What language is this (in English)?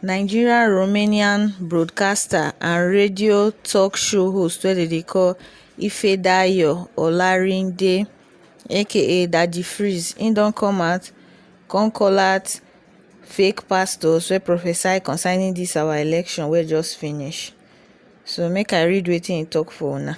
Nigerian Pidgin